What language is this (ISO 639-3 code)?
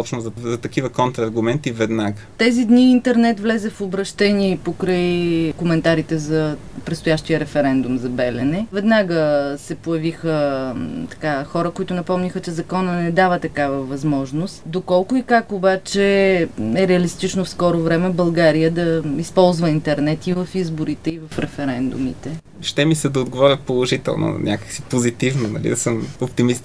bul